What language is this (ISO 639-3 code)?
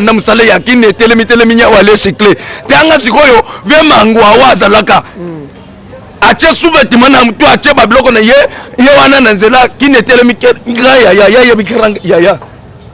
lin